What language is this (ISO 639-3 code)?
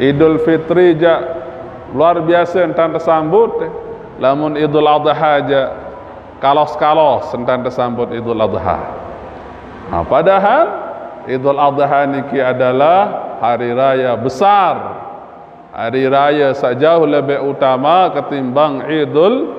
sas